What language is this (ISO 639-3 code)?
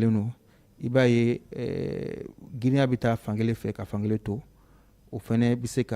bam